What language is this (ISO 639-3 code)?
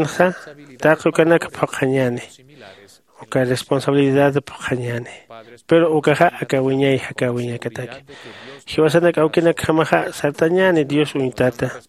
aym